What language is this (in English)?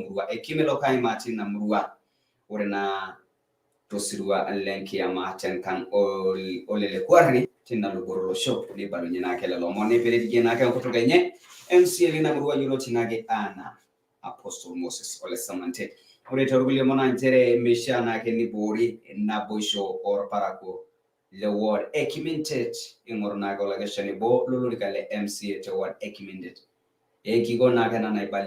Masai